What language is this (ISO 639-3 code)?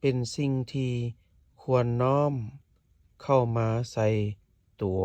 lao